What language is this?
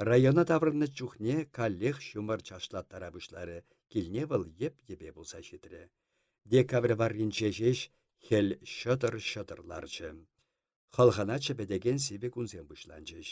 Chuvash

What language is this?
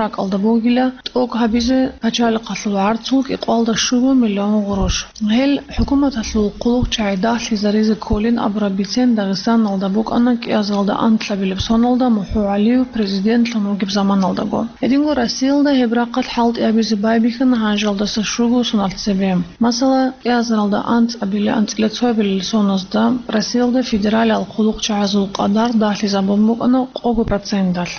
Avaric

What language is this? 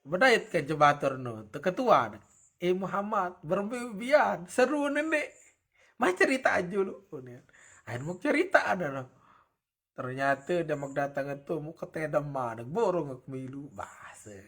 Sasak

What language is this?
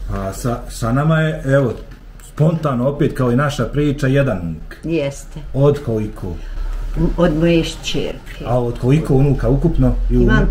Bosnian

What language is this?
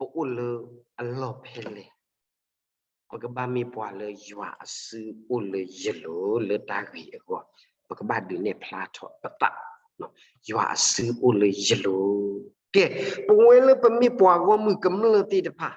S'gaw Karen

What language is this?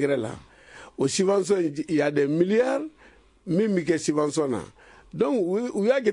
Bambara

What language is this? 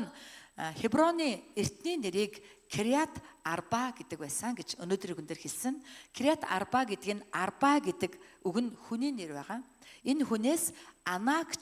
Mongolian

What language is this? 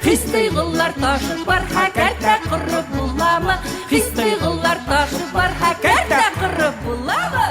Bashkir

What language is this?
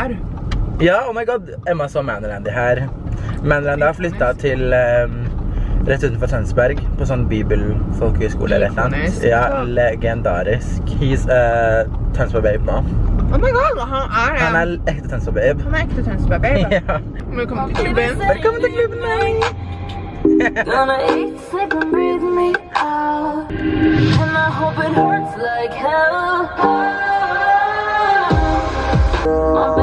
Norwegian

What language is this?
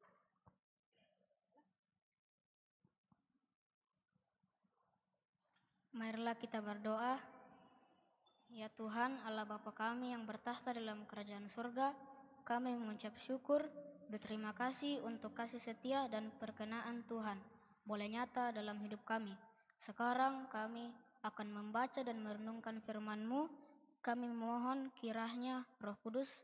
Indonesian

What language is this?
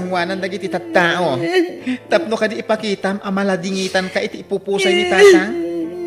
Iloko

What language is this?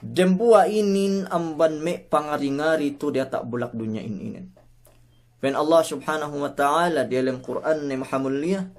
Yakan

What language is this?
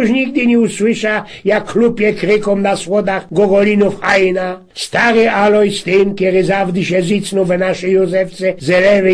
Silesian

